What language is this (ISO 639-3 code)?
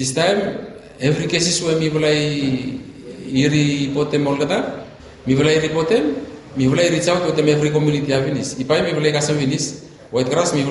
bis